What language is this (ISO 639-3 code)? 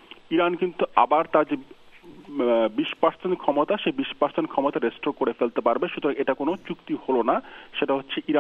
ben